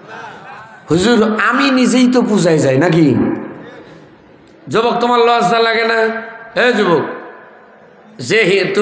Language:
Bangla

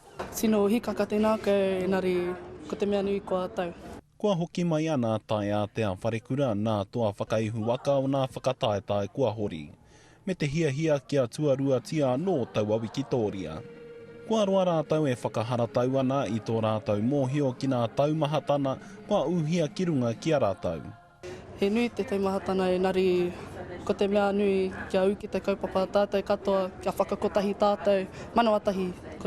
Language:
Māori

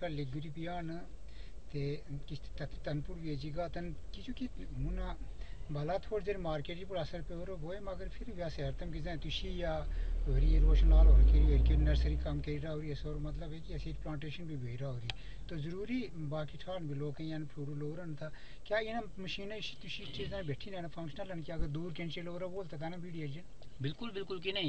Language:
Urdu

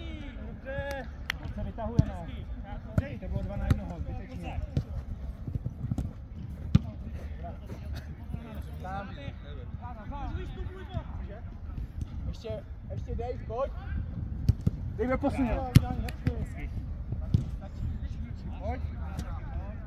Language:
Czech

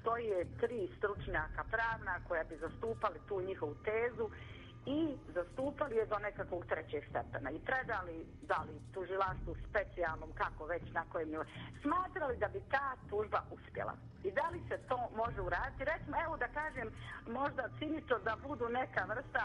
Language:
Bosnian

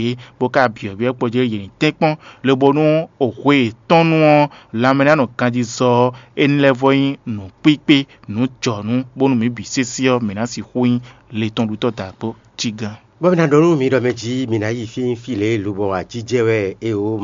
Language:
Fon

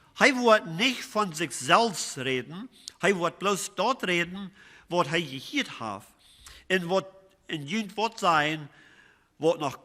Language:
Plautdietsch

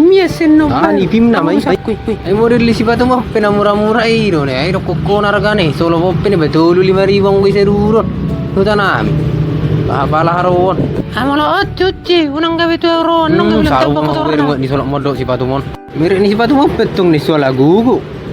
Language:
Batak Toba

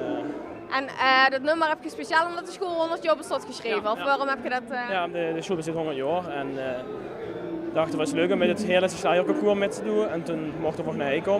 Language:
Limburgish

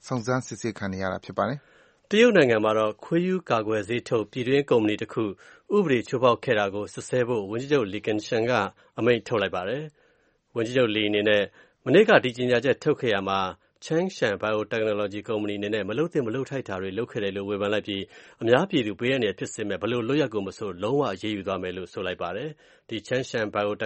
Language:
Burmese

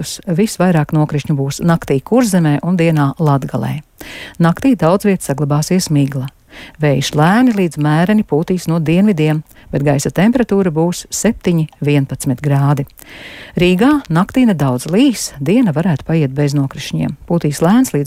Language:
Latvian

